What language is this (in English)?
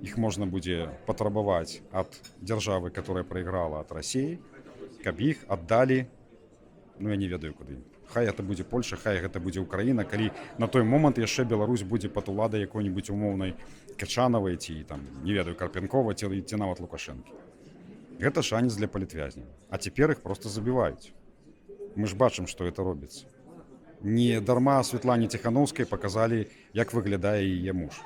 Belarusian